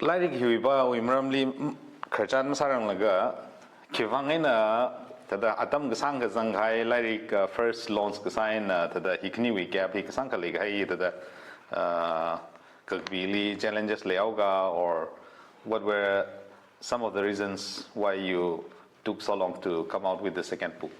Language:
Tangkhul Naga (India)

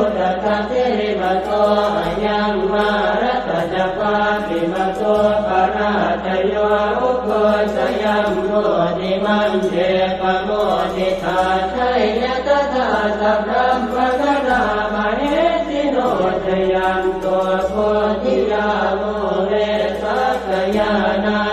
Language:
Pali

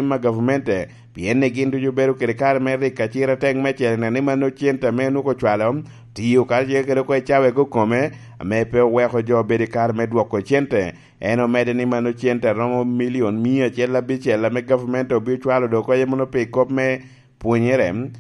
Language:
Lango (Uganda)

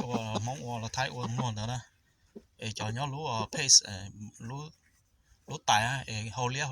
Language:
Hmong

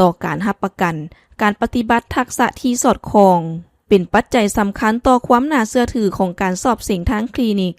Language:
Lao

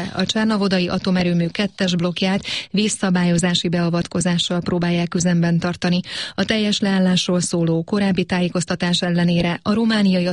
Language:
Hungarian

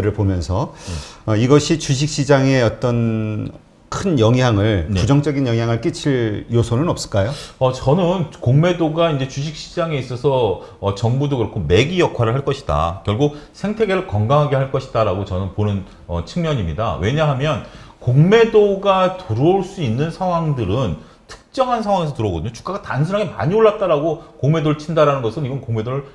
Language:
Korean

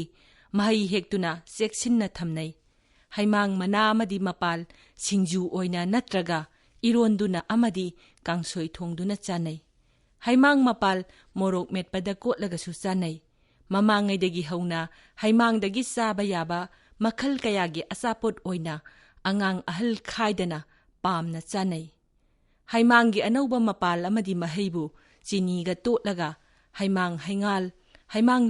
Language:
Manipuri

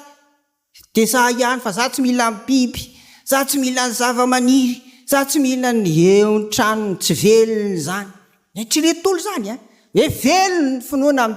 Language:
Malagasy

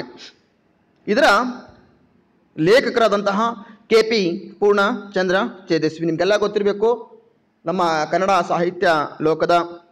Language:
Kannada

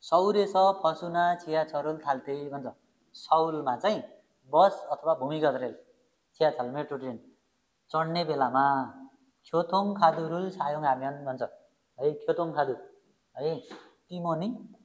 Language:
Nepali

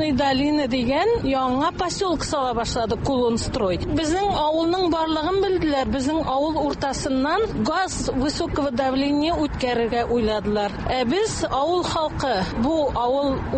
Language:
Tatar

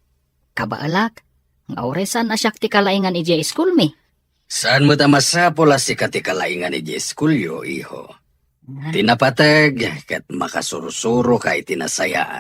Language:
Iloko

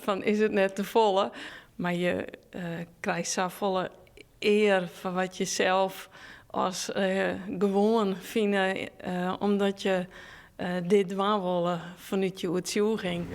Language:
Western Frisian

